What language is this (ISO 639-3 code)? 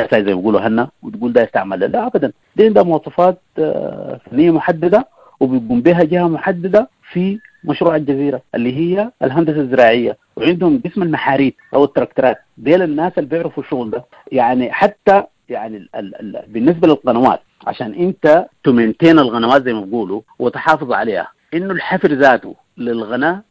apd